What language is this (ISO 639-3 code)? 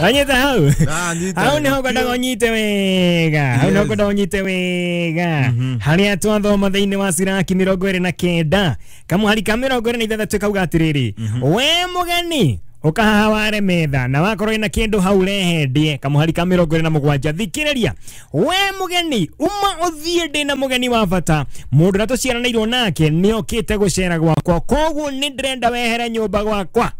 kik